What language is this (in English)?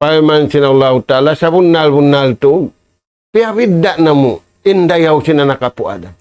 Tausug